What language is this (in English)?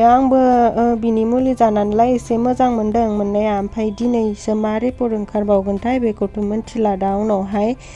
Bodo